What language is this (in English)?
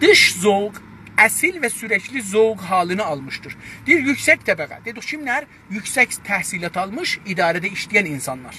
South Azerbaijani